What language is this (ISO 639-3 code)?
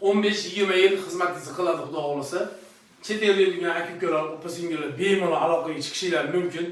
uzb